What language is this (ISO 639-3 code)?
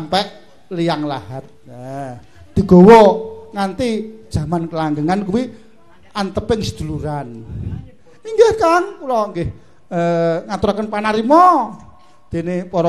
jav